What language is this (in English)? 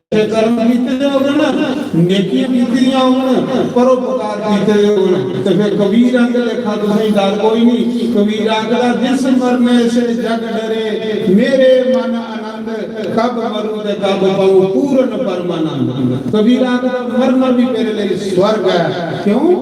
Dogri